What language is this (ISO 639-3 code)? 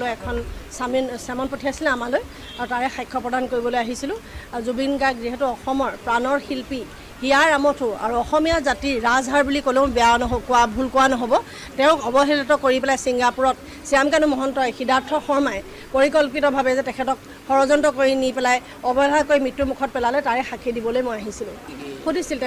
asm